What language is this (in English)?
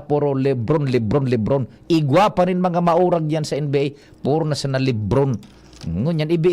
Bikol